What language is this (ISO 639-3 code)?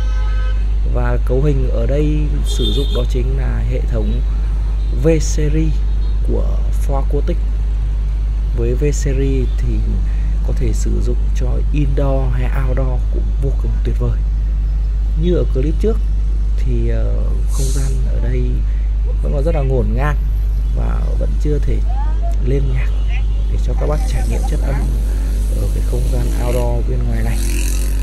vie